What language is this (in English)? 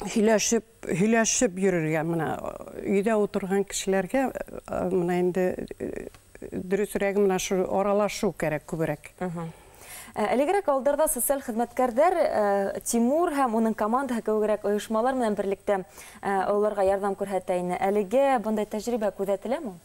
Bashkir